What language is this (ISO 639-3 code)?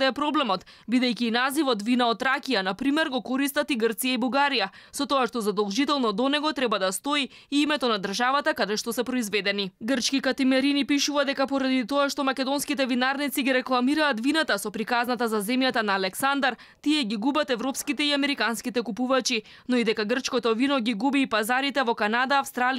mkd